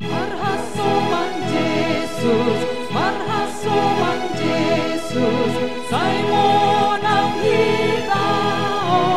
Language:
Batak Simalungun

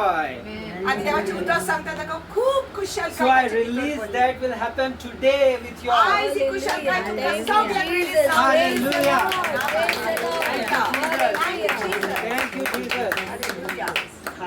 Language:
Konkani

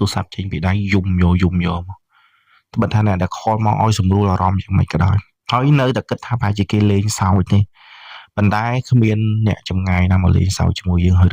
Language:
Khmer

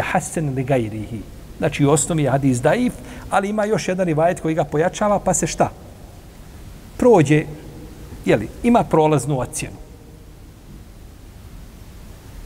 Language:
Bosnian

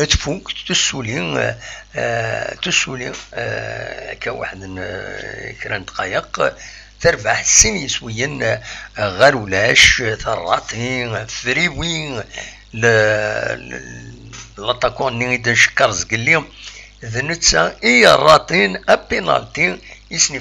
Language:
Kabyle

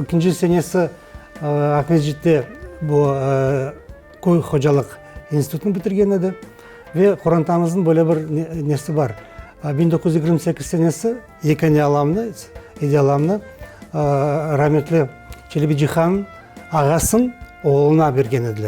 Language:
Crimean Tatar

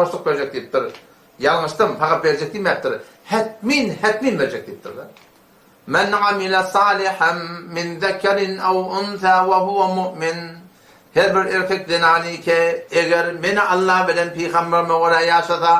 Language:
Turkmen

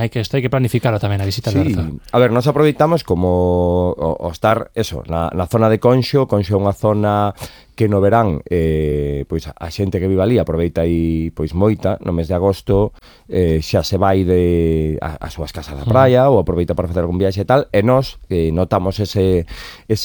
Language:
Galician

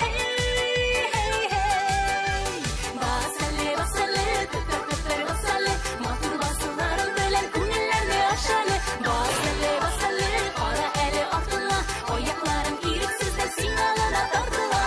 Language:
Tatar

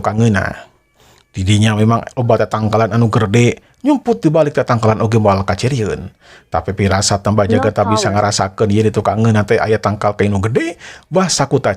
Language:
Sundanese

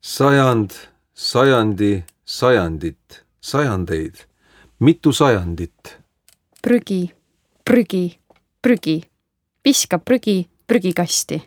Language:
Estonian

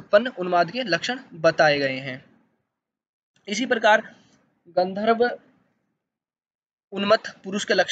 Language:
Hindi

